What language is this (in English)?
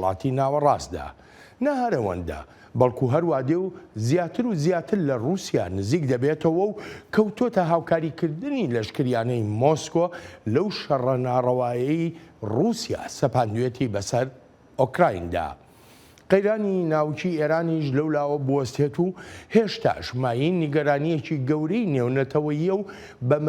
Central Kurdish